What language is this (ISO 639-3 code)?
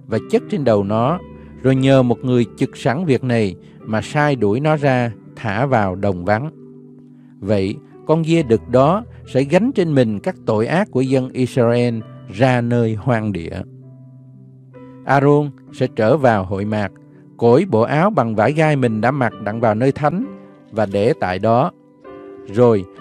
vie